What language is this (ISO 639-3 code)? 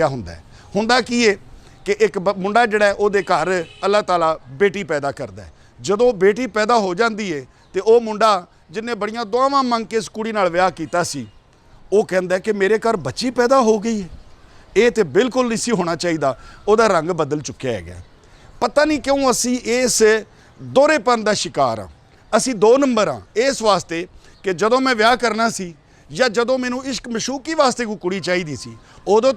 lah